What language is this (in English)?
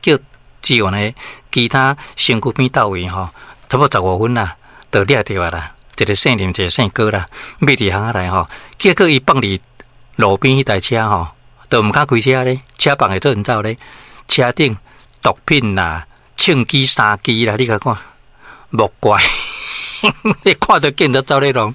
Min Nan Chinese